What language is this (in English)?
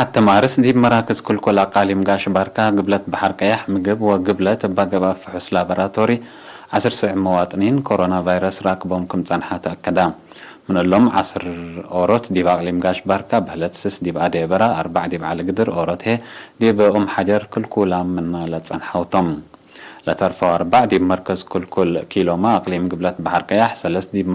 Tigre